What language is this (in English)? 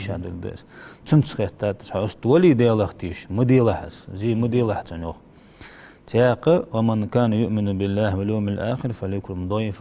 Ingush